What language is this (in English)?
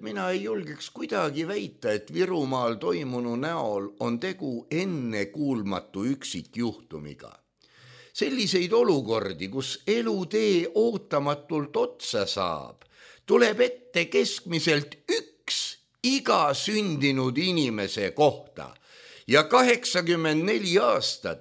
Estonian